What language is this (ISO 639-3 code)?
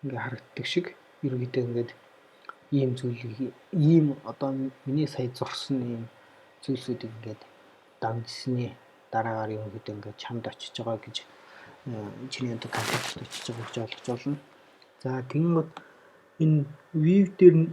mon